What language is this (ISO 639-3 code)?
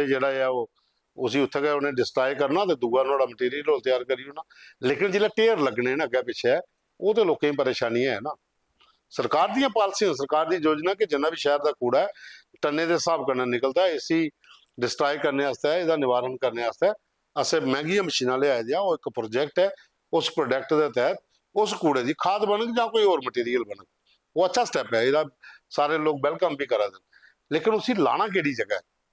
doi